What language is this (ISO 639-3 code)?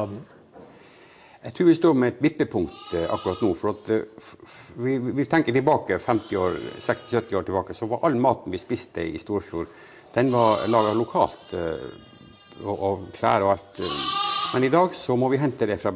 nor